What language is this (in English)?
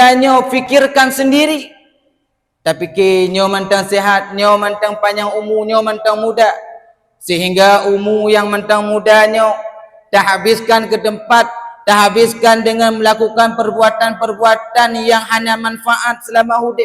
Achinese